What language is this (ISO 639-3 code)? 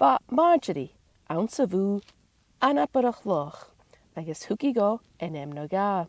gla